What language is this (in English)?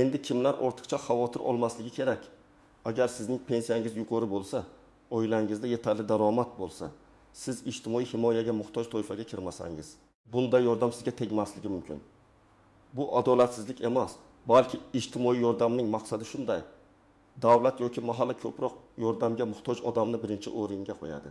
Uzbek